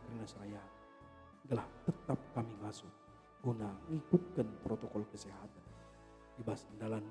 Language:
Batak Karo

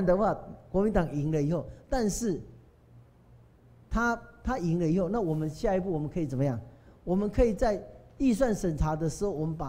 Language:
Chinese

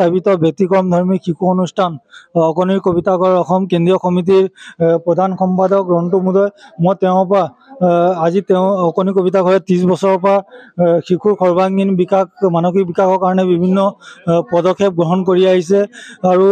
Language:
Assamese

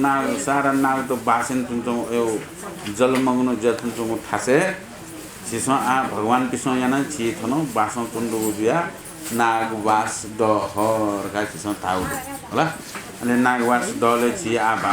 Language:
Newari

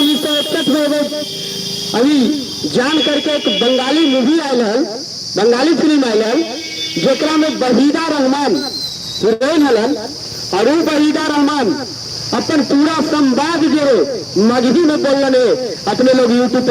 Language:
Magahi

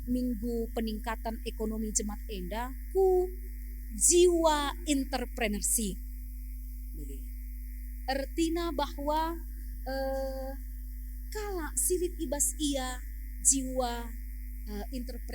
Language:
Batak Karo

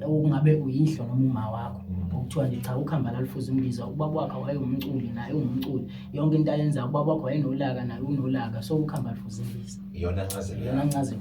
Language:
Zulu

